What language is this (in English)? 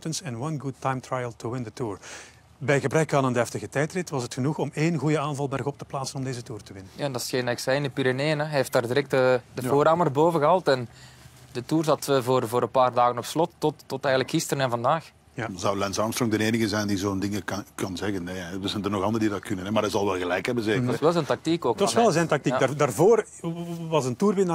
Dutch